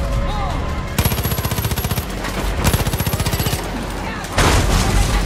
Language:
Italian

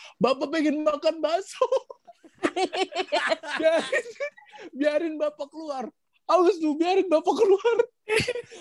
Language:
Indonesian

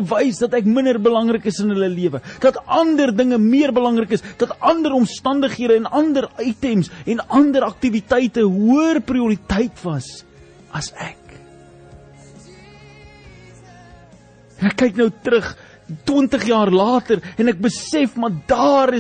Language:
Afrikaans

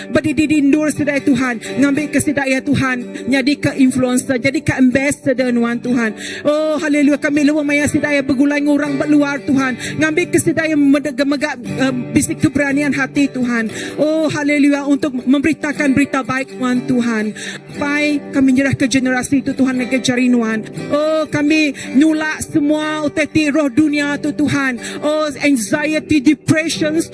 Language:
Iban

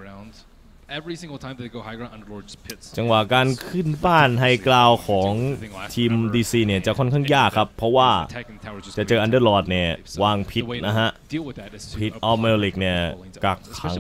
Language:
Thai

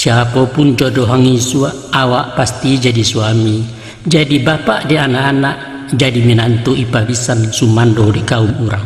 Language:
Minangkabau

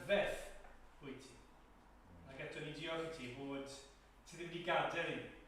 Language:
Welsh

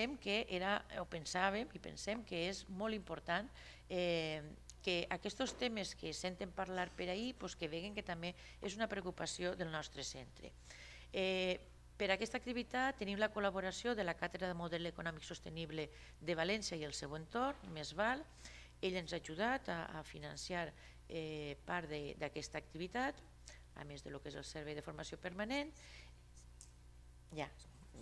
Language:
Catalan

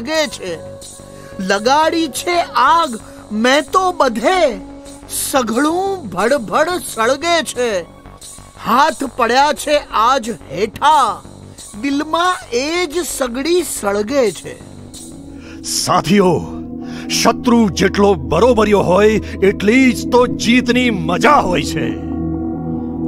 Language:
Gujarati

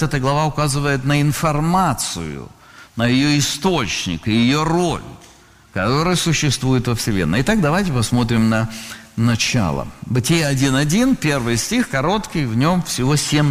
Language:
Russian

